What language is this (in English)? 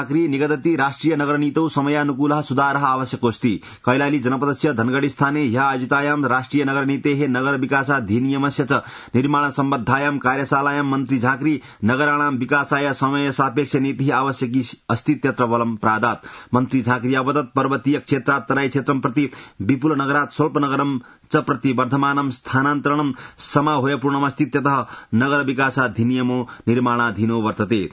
Sanskrit